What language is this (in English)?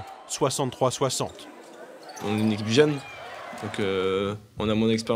French